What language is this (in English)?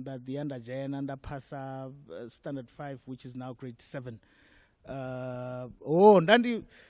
Venda